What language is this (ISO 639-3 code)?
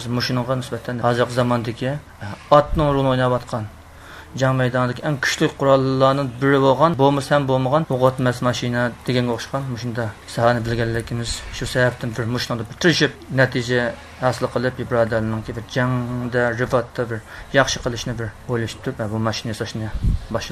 uig